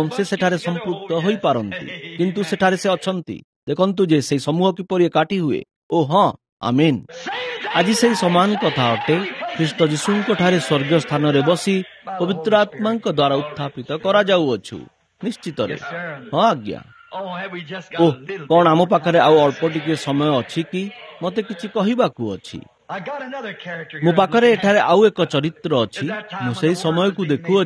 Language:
Odia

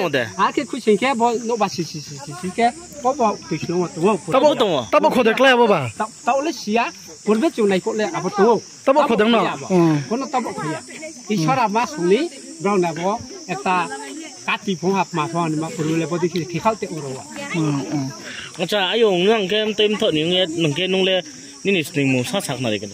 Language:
Riang (India)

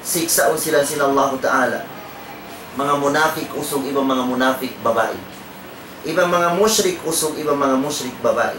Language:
Tausug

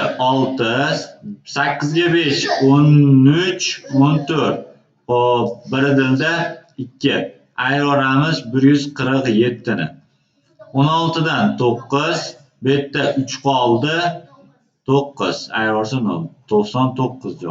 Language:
Uzbek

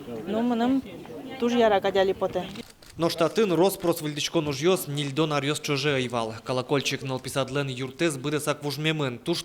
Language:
Udmurt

